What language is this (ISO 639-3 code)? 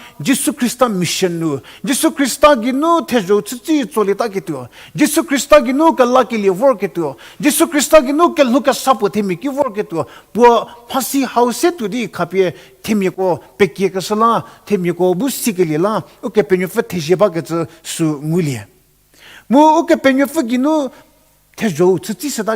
njm